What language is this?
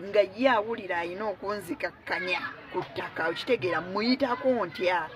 Ganda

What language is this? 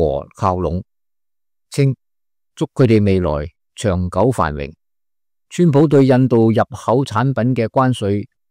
Cantonese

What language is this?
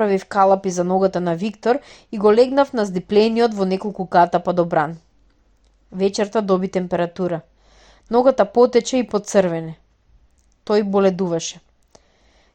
Macedonian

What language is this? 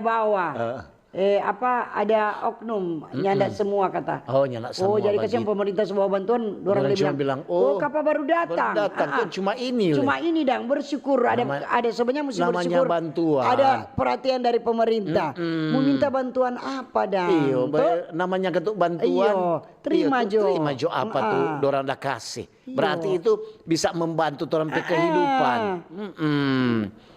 Manado Malay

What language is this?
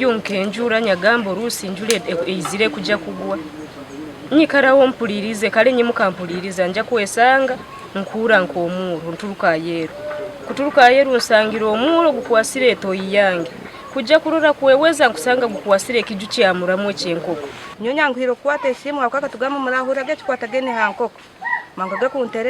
Nyankole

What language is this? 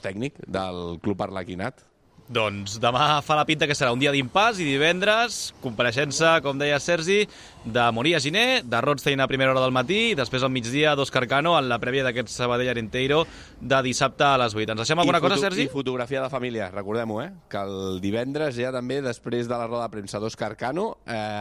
Catalan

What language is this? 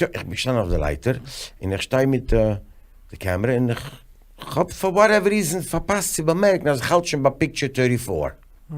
Yiddish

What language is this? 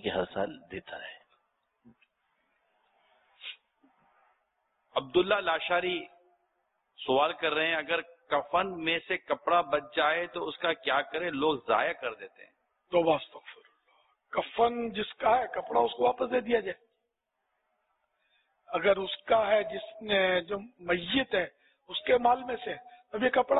Urdu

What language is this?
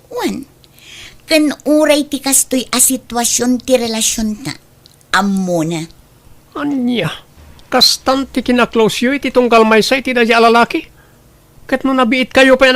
Iloko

